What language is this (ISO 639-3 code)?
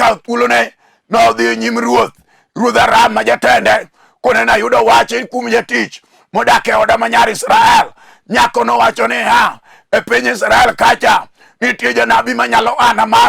luo